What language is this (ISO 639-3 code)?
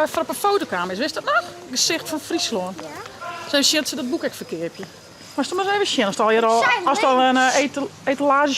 fry